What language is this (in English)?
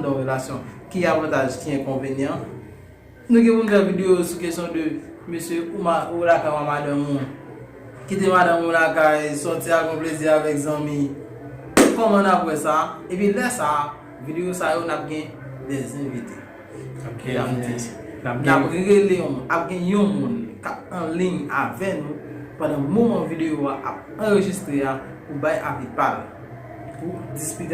Haitian Creole